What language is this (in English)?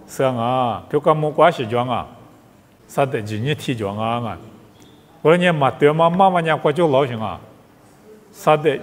Lisu